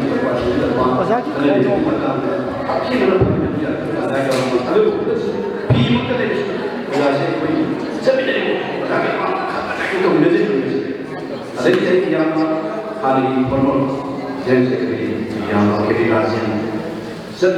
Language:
Manipuri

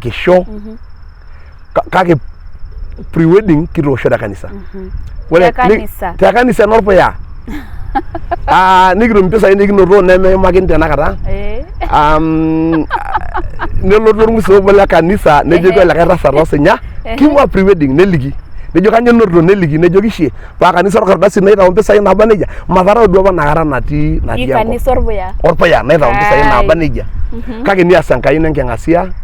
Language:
Masai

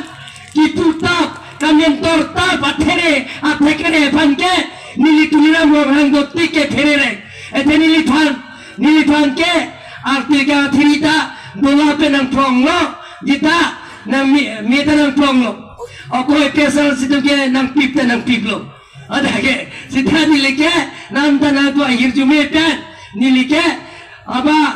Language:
Karbi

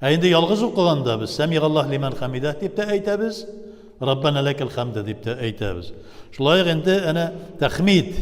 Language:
Tatar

